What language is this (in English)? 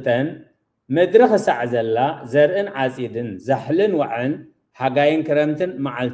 Tigrinya